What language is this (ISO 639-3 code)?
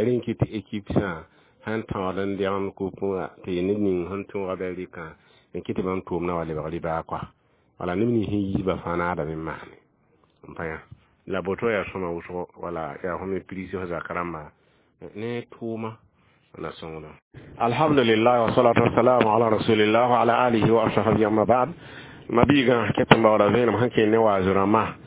mos